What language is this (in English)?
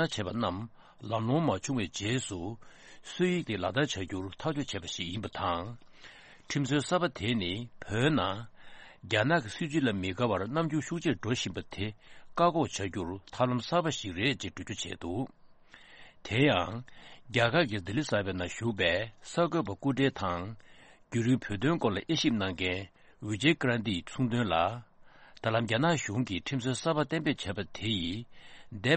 Tibetan